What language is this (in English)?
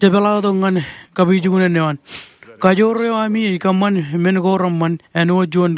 Marshallese